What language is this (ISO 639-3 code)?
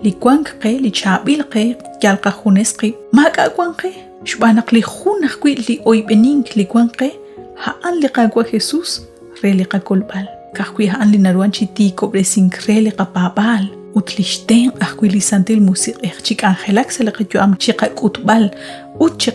kek